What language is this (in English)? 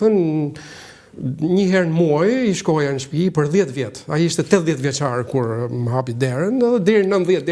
Albanian